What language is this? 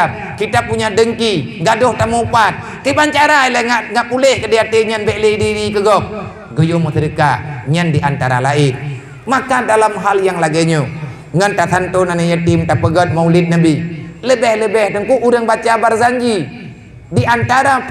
Achinese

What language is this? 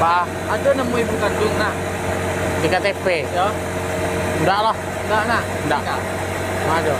Minangkabau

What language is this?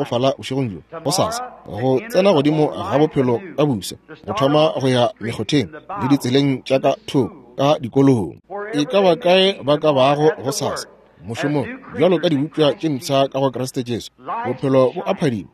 Northern Sotho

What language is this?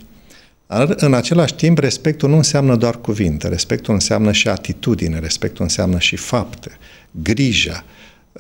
Romanian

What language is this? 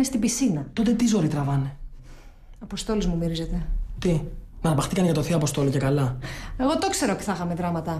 Greek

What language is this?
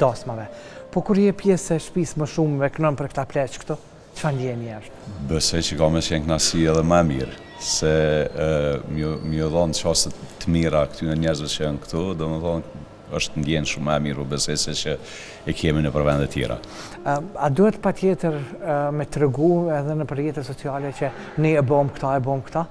Albanian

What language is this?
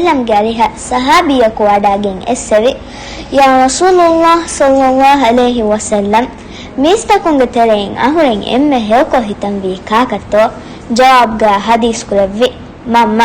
Divehi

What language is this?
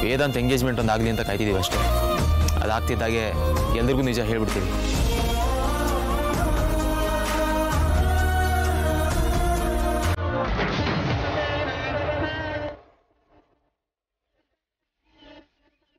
Kannada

